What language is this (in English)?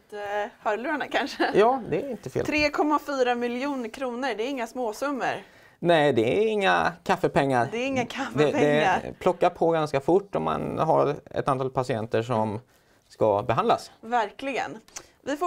Swedish